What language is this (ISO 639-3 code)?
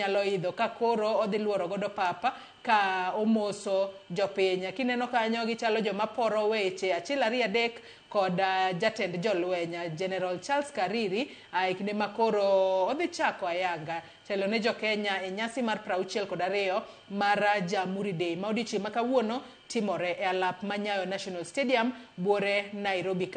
luo